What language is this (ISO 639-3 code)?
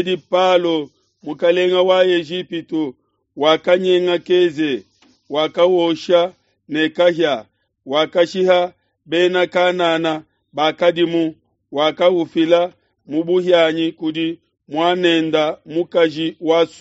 lua